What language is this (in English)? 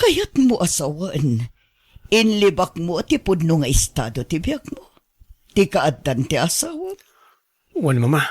Iloko